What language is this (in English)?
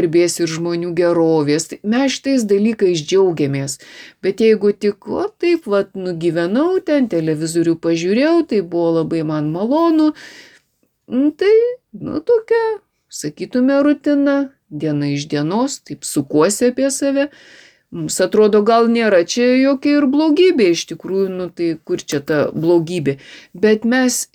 Lithuanian